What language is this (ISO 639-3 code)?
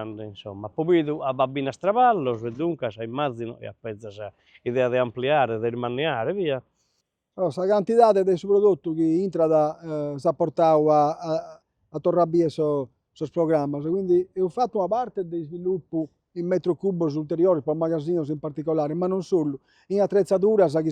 srd